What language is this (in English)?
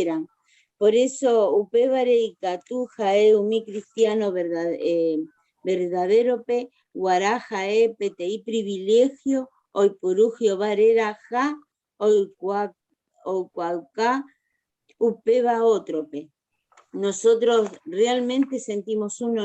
Guarani